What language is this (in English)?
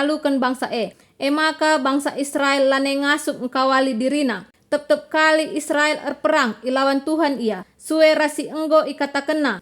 Batak Karo